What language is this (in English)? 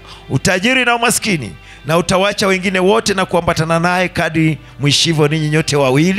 Swahili